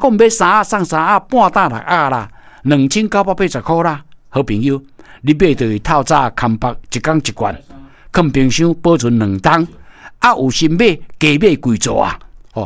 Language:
Min Nan Chinese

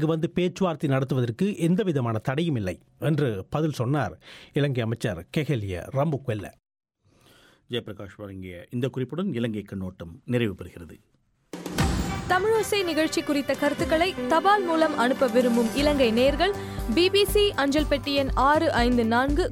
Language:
Tamil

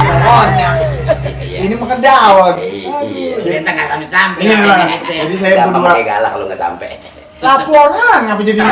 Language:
Betawi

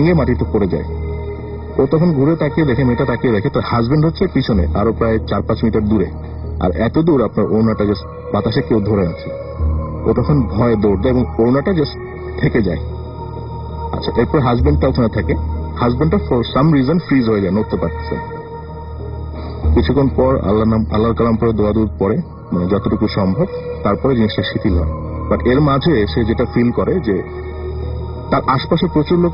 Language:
Bangla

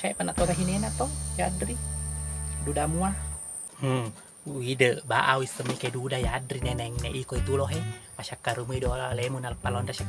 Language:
Buginese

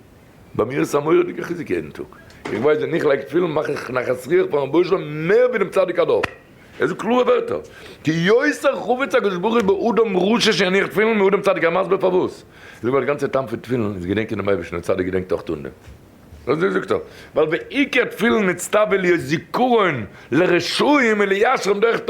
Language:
Yiddish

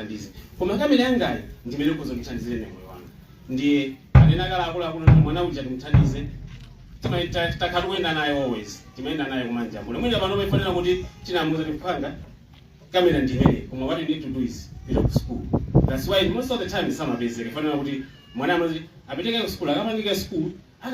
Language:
Nyanja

